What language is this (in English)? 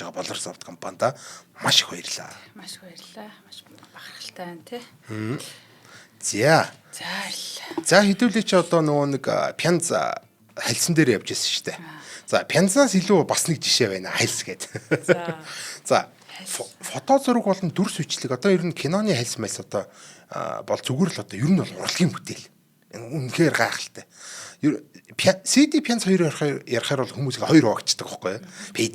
Mongolian